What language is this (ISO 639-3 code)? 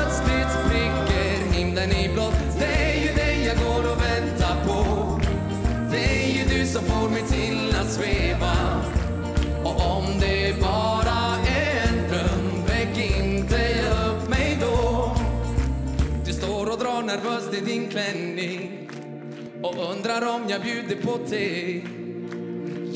swe